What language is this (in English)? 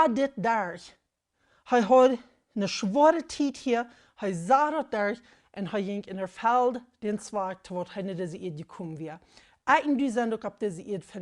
Plautdietsch